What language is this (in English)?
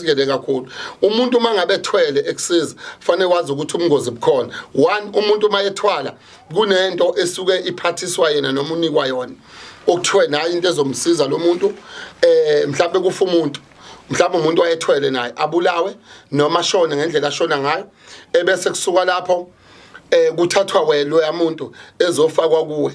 Zulu